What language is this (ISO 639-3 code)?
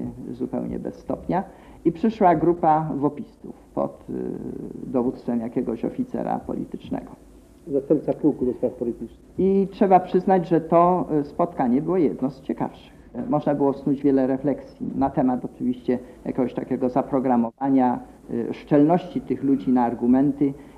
pol